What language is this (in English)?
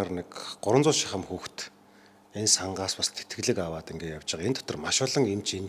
Mongolian